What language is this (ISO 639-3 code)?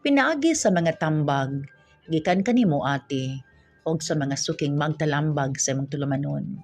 ceb